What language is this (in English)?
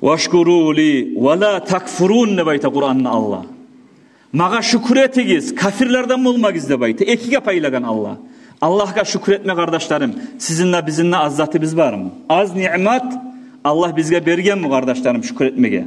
Kumyk